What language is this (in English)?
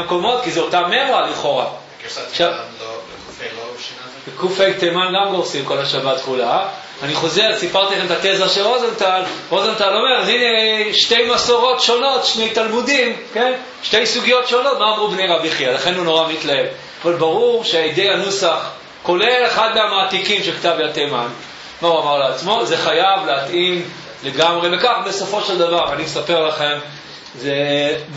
Hebrew